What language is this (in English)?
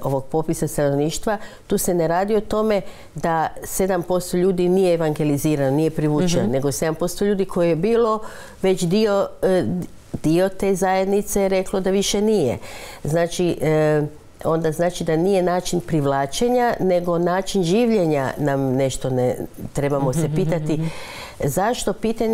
Croatian